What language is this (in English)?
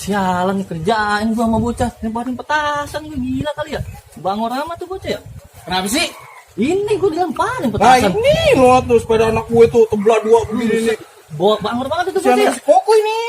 Betawi